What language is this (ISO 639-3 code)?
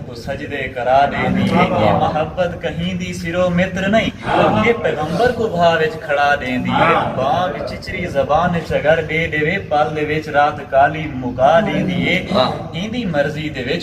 skr